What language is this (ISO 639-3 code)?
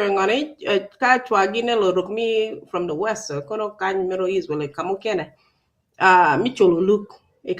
ach